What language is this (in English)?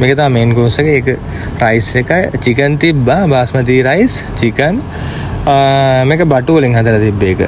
Sinhala